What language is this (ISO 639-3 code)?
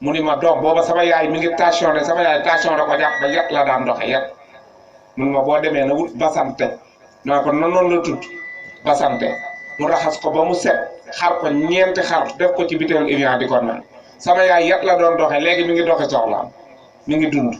wol